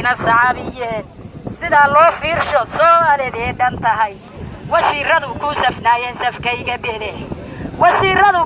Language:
Somali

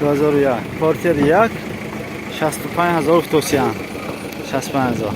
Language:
Tajik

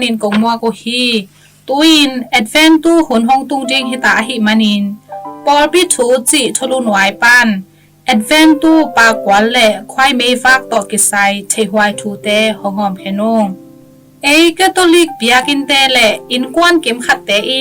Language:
Tedim Chin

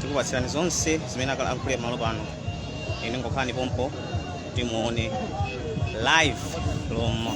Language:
Nyanja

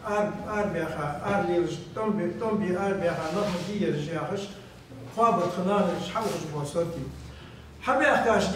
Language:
Ingush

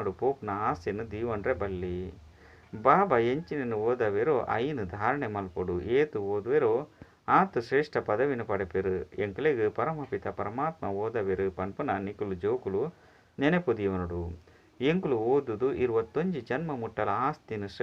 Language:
Tulu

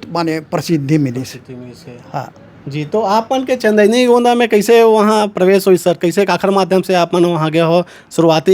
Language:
Chhattisgarhi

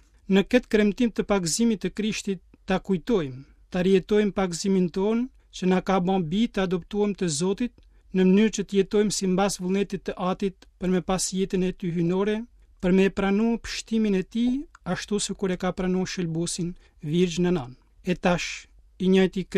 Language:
Albanian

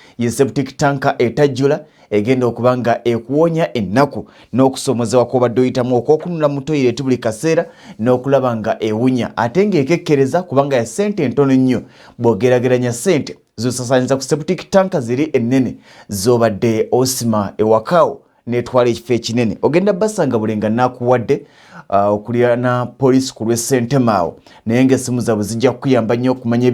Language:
Ganda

